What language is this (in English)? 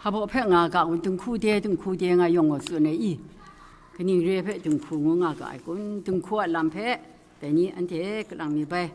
Kachin